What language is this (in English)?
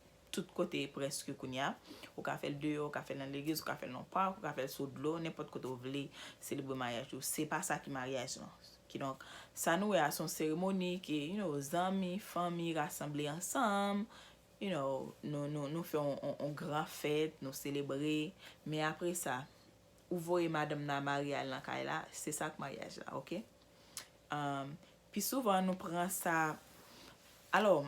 Haitian Creole